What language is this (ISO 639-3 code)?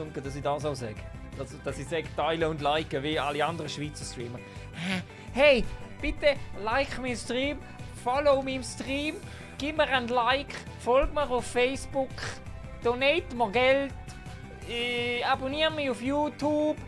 gsw